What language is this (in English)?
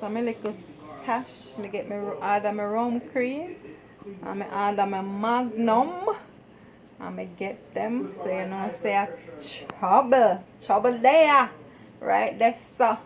Jamaican Creole English